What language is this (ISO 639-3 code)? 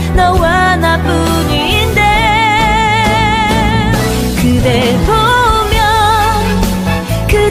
kor